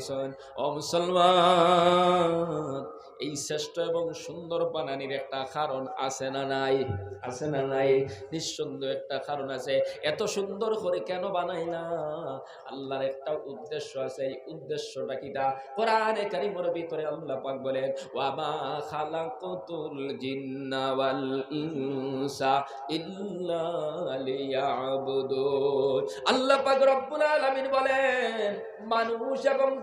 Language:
Sylheti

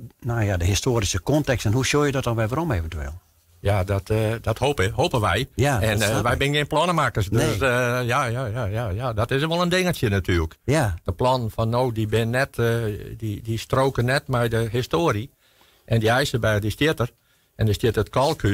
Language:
Western Frisian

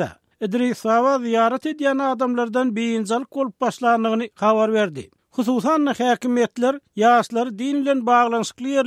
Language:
Turkmen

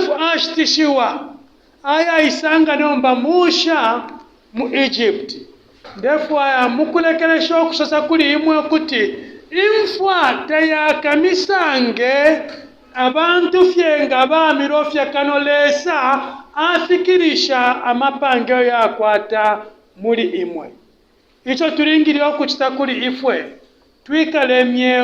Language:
Bemba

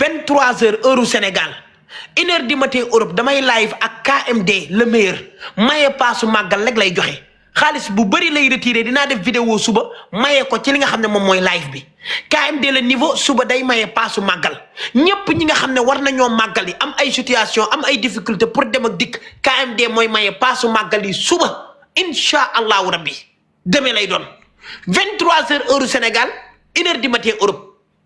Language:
Wolof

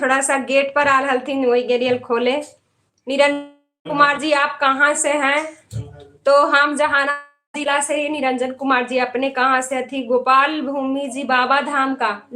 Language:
Magahi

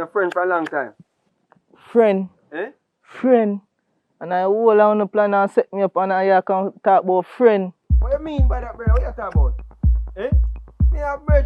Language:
Jamaican Creole English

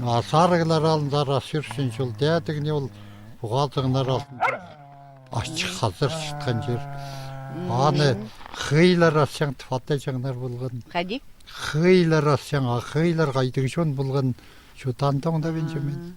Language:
Khakas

